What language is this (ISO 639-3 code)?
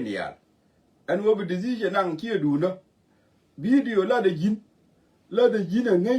nus